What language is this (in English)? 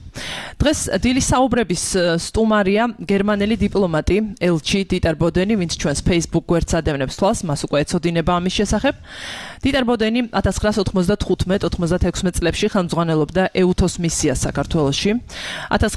Georgian